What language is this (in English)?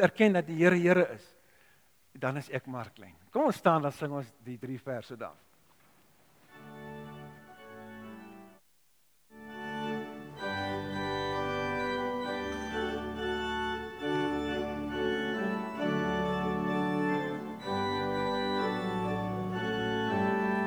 Afrikaans